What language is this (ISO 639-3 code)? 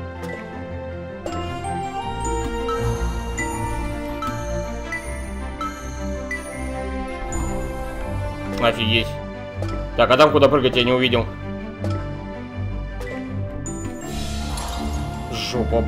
rus